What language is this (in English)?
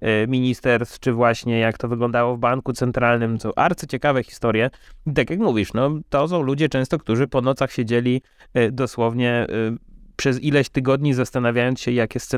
Polish